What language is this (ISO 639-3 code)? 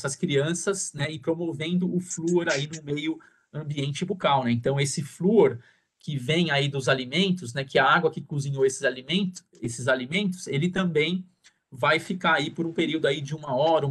por